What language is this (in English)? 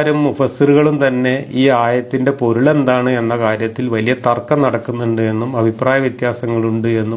Malayalam